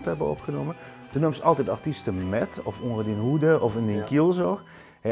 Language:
Limburgish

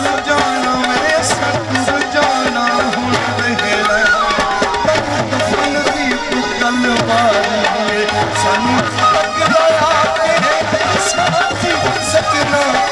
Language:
Saraiki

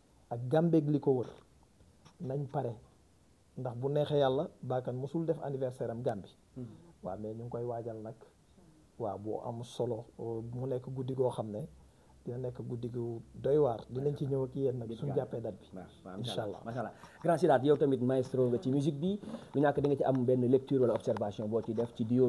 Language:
Wolof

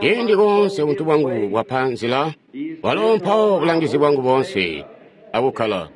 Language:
Tonga (Zambia)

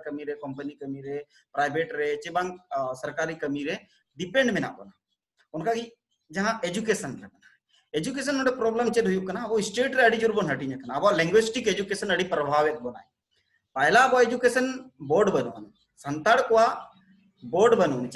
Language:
Santali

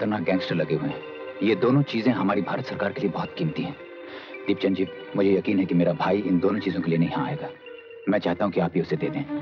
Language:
Hindi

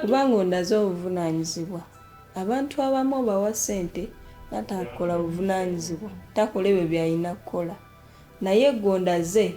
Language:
Ganda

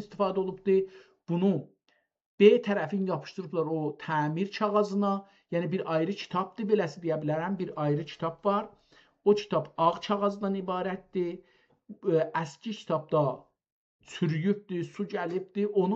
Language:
South Azerbaijani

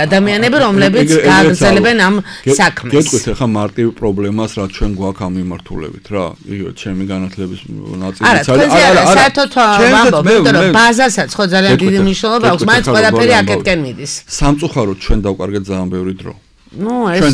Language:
Georgian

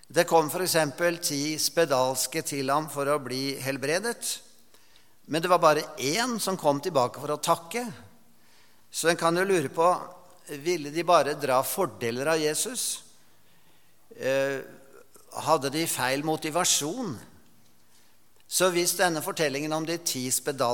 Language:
Norwegian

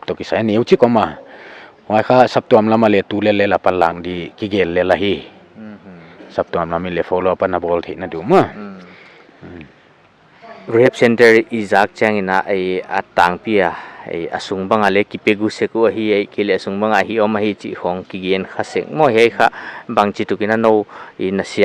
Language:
Paite Chin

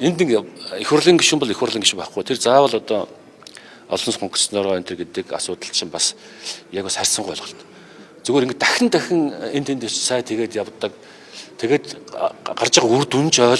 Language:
Mongolian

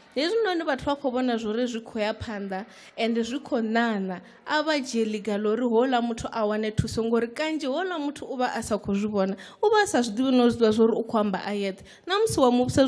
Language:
Venda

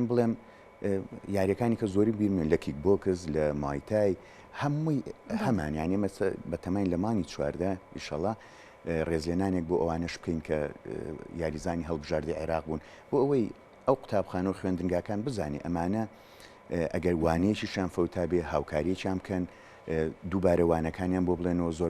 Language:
Central Kurdish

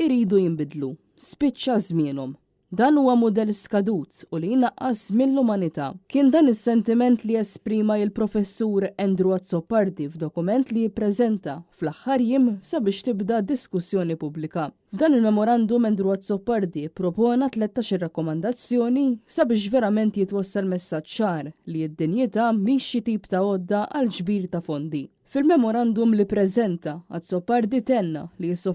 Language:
Maltese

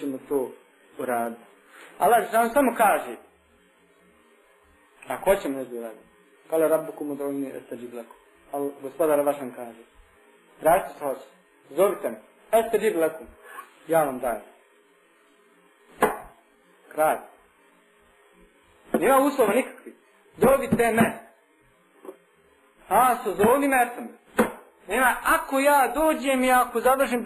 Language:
Bosnian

